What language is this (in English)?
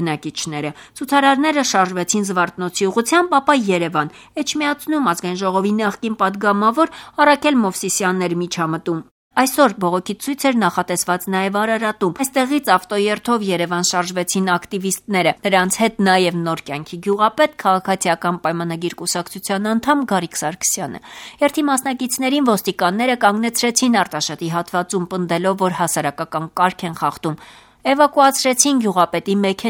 Armenian